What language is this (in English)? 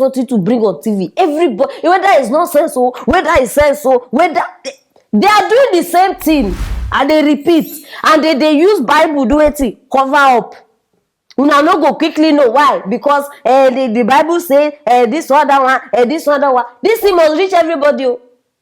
Nigerian Pidgin